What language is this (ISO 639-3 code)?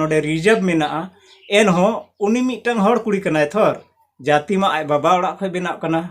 sat